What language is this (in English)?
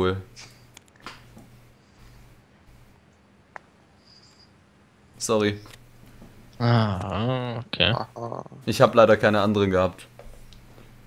German